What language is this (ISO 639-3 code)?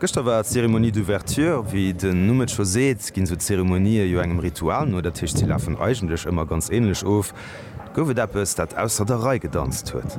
ltz